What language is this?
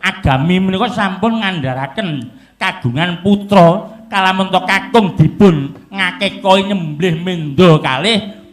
Javanese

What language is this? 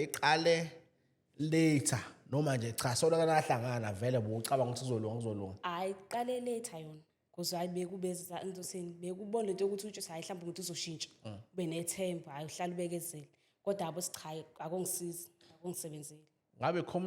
Zulu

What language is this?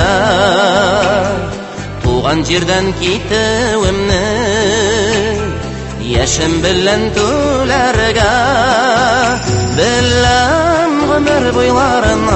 Tatar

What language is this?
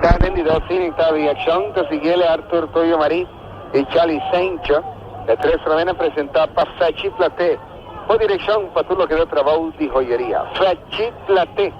Papiamento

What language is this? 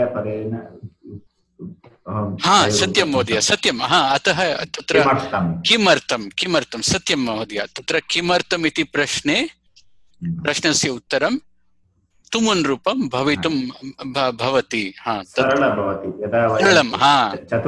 Sanskrit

